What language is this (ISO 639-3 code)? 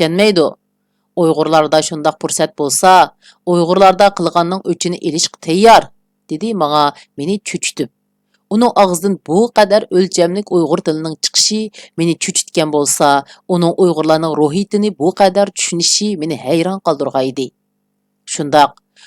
uig